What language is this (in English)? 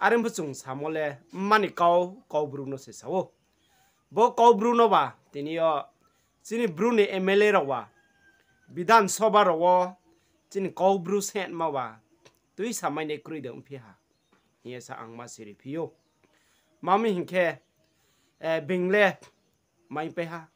Riang (India)